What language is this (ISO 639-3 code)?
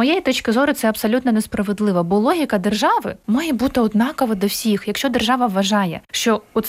ukr